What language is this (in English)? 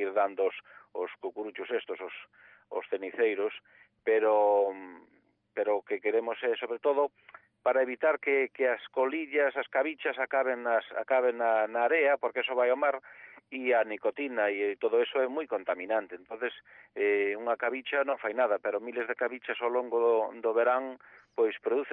Galician